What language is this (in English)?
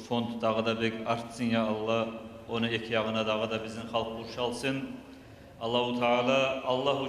Kumyk